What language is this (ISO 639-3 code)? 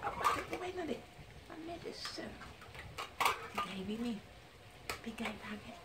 hat